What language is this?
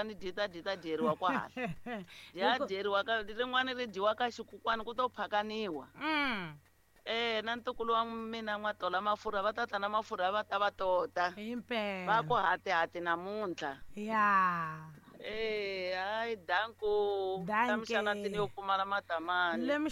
Tsonga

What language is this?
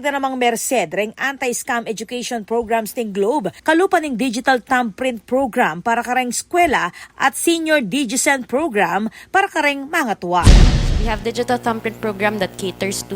Pampanga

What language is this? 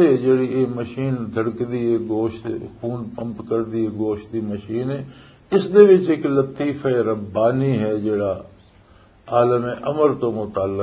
Western Panjabi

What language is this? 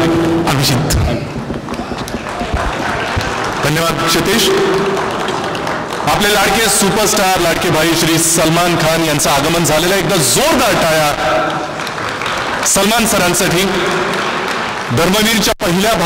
Marathi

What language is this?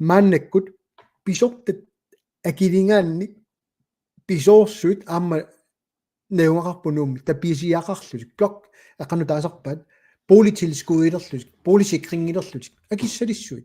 Kalaallisut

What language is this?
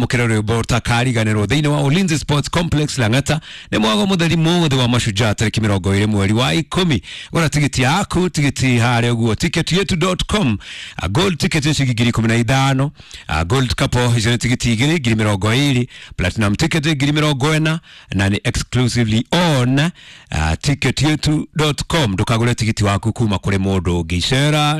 Kikuyu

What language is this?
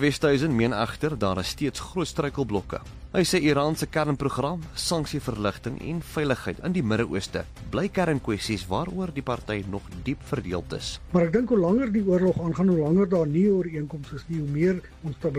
Afrikaans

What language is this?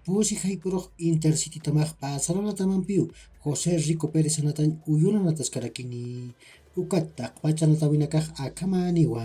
Aymara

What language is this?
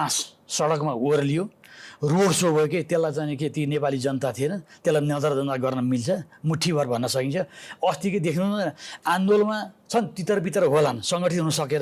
Nepali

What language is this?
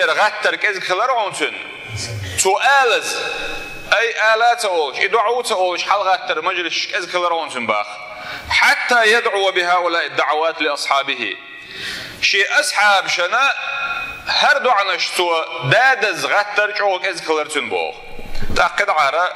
Chechen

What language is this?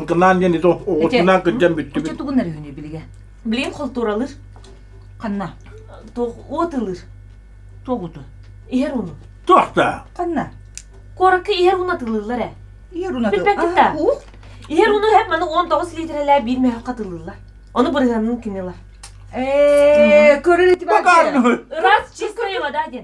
Yakut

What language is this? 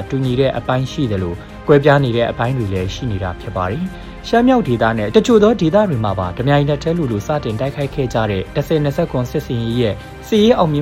Burmese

